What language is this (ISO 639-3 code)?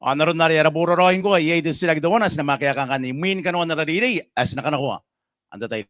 gil